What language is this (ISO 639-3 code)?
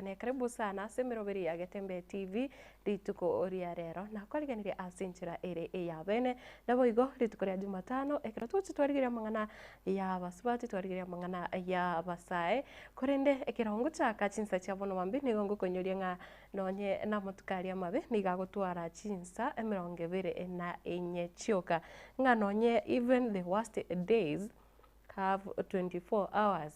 guz